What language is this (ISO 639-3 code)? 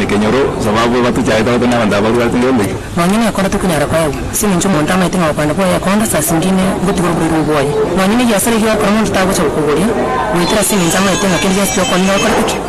guz